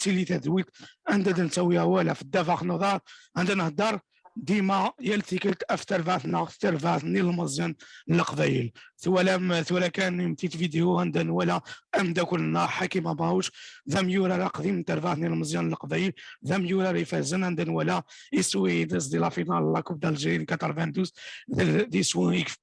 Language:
Kabyle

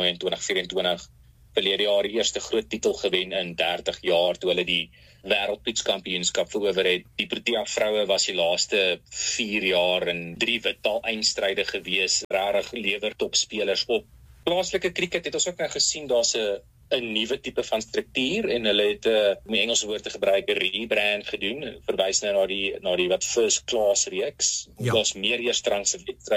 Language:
Afrikaans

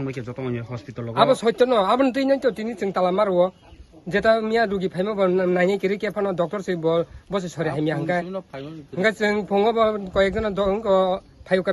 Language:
Kok Borok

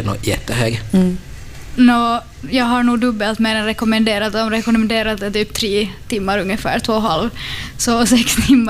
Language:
Swedish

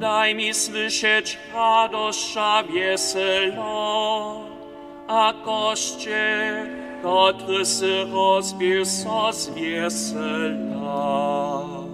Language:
Upper Sorbian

